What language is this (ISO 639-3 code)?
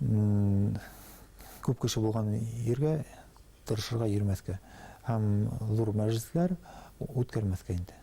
bak